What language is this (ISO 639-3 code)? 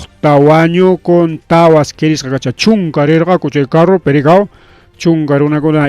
quy